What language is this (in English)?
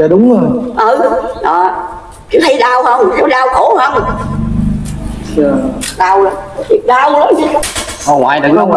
Vietnamese